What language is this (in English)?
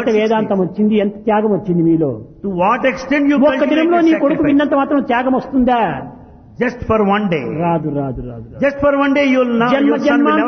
Telugu